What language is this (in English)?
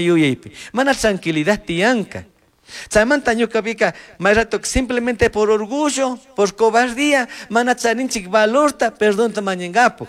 Chimborazo Highland Quichua